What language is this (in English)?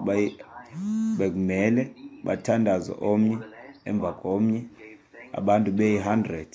Xhosa